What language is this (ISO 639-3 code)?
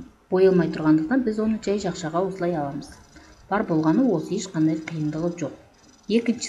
kir